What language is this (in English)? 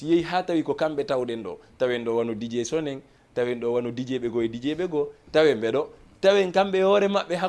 Fula